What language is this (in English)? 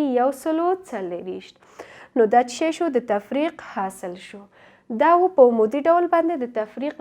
Pashto